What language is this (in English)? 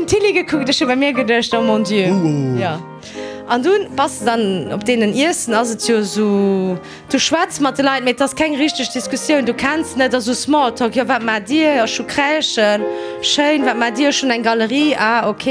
Luxembourgish